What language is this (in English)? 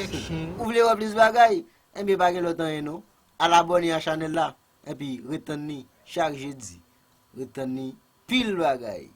Haitian Creole